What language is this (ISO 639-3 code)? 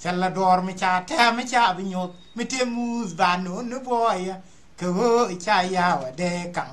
nus